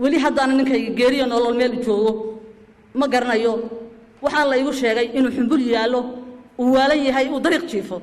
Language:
Somali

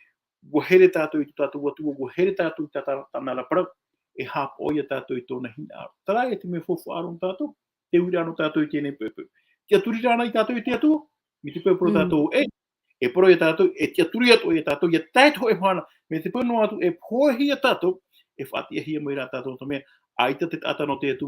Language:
Tahitian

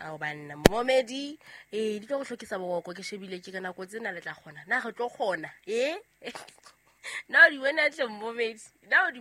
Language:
Southern Sotho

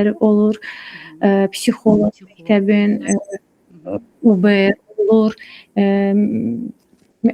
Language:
Azerbaijani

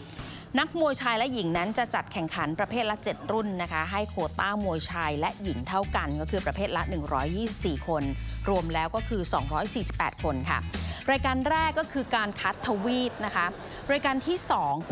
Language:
Thai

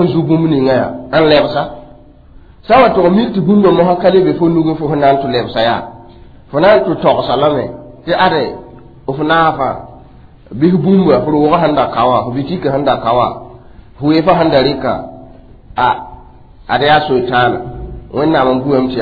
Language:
Mossi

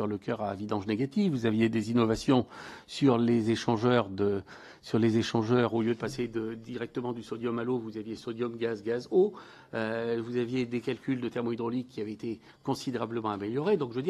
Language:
French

